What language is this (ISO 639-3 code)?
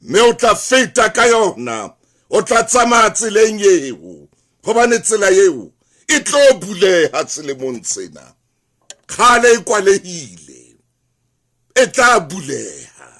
sot